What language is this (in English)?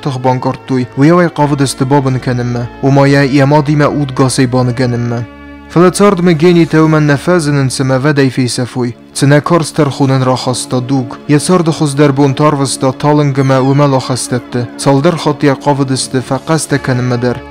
Ossetic